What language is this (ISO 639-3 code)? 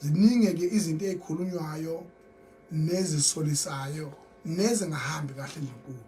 zul